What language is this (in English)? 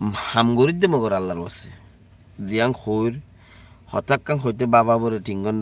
Rohingya